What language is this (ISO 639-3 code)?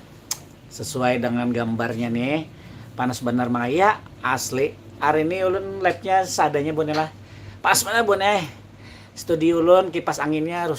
bjn